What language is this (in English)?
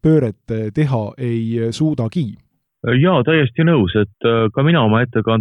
Estonian